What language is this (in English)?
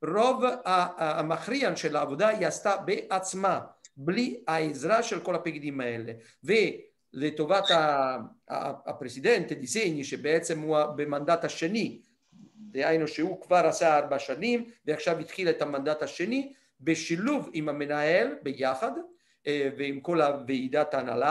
Hebrew